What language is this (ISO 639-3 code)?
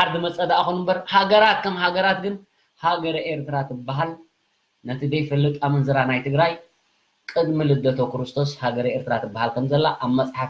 tir